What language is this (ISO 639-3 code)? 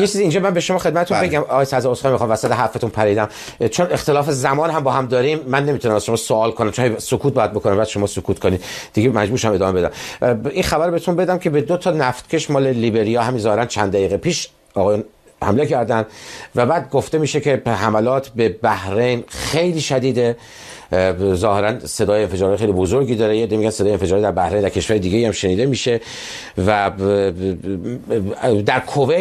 fas